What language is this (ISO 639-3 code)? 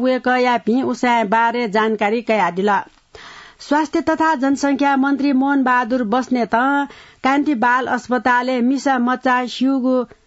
new